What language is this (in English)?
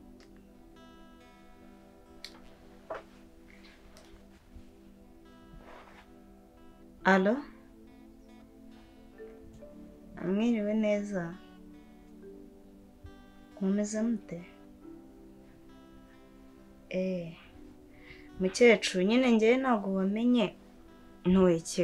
Kinyarwanda